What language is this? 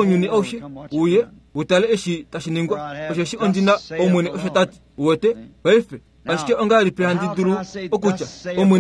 Kuanyama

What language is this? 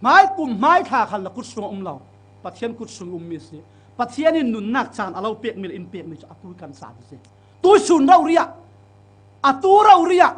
Falam Chin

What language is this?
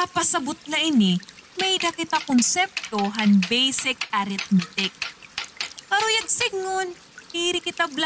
Waray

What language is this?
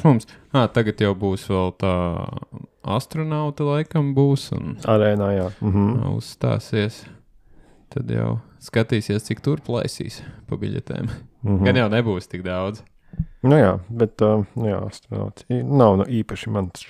Latvian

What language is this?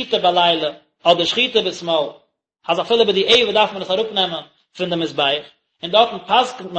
Yiddish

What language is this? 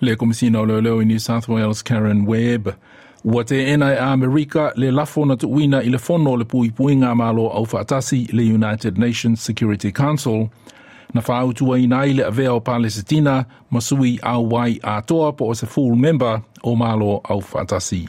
Samoan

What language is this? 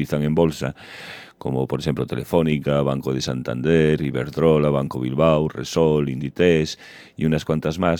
Galician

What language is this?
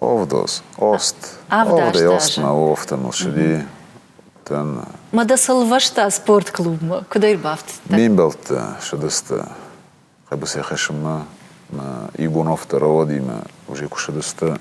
Ossetic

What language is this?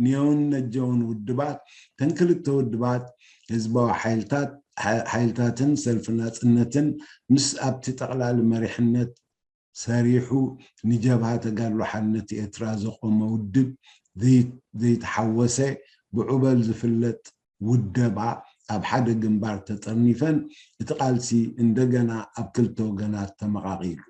Tigrinya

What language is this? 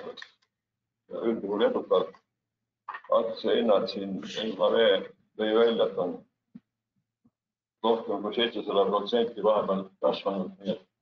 Estonian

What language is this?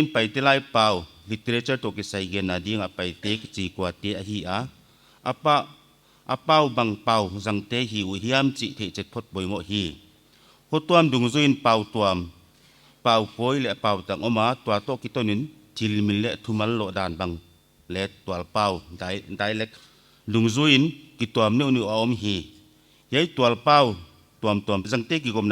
Paite Chin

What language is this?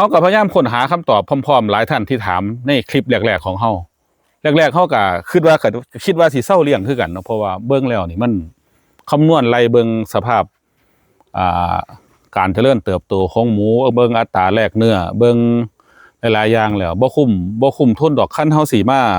Northeastern Thai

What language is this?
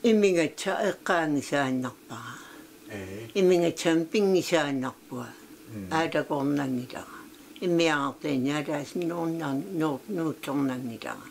Kalaallisut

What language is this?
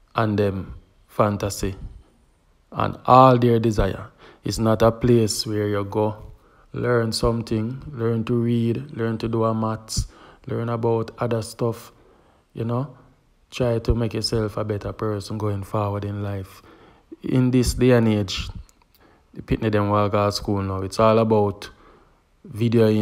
Jamaican Creole English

